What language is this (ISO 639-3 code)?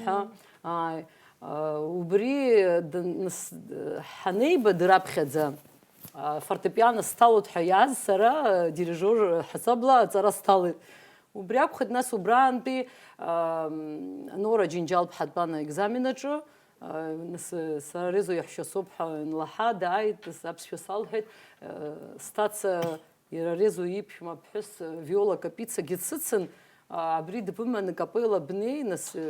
abk